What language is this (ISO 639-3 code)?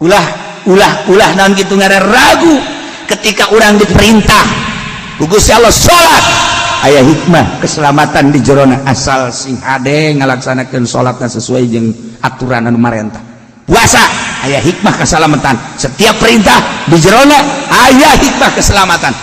sun